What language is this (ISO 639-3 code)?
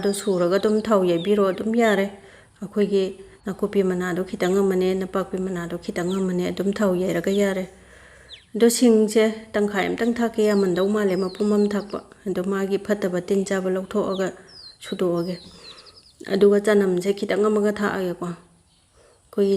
mni